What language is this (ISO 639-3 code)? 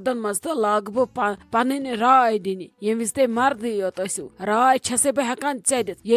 kas